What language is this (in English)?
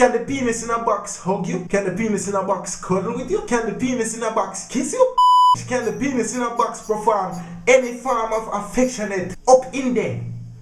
Jamaican Creole English